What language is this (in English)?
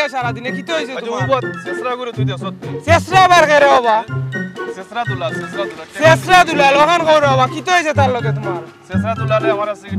Sylheti